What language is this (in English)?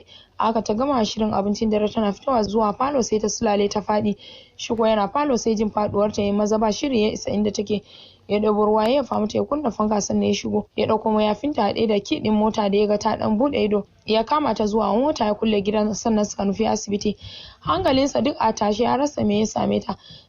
Hausa